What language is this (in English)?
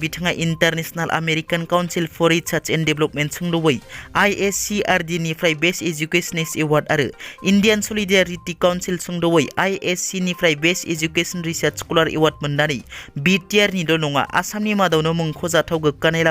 Bodo